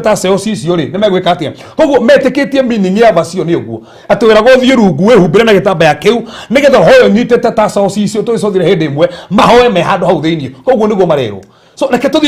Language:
Kikuyu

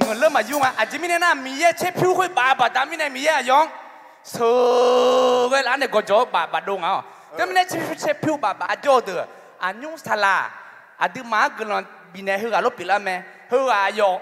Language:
Akha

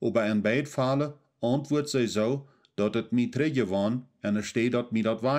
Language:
Plautdietsch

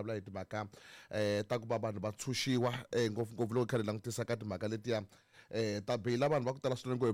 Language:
Tsonga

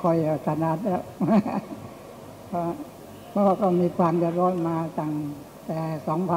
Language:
Thai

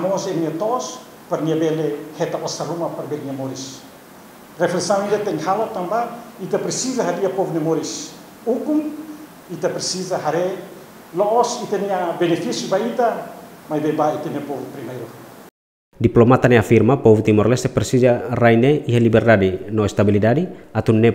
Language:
Tetum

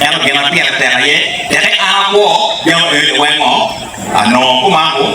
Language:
Acoli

